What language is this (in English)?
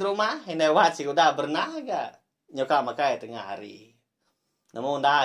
Iban